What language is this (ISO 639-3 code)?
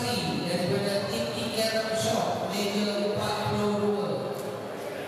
msa